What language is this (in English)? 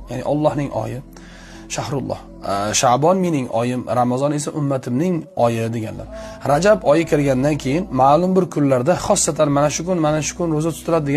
Uzbek